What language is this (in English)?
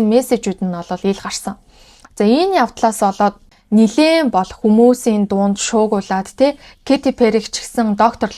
Mongolian